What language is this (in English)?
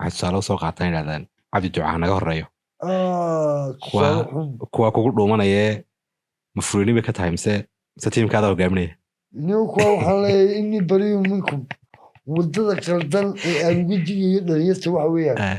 Somali